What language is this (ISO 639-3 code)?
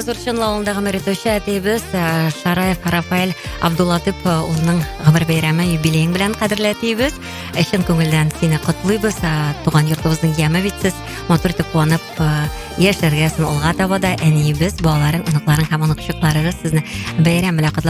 tat